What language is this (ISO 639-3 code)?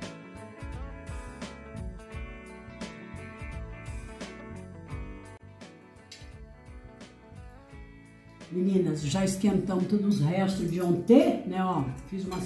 por